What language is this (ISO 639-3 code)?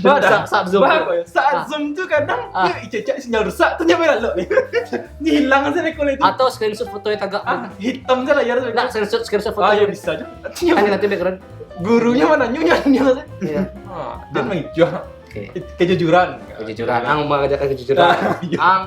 min